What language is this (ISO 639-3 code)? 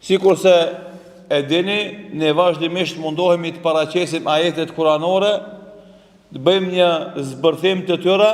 sqi